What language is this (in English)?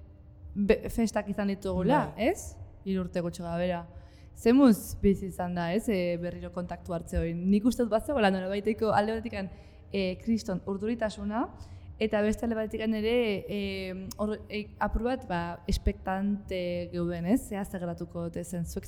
Basque